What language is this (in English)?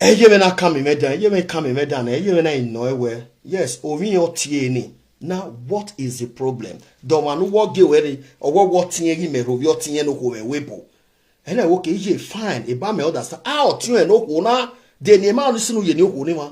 Nigerian Pidgin